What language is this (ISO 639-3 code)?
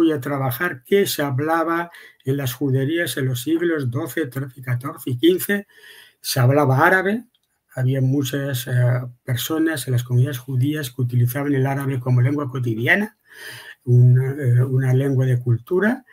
lad